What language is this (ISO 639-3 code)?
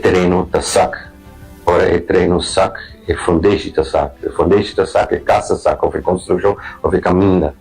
pap